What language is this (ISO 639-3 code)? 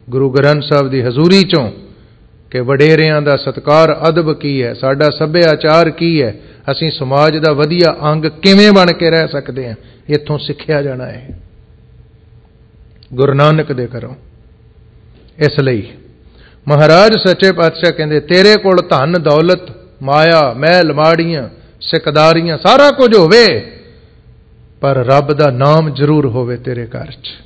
pan